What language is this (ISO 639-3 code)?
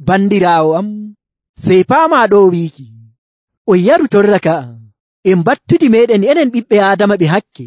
fuv